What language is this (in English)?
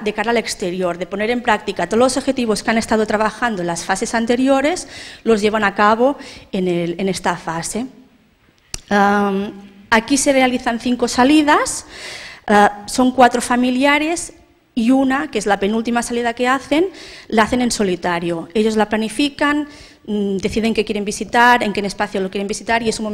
Spanish